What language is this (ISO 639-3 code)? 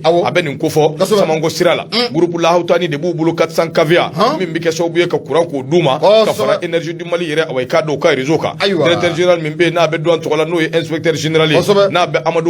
bam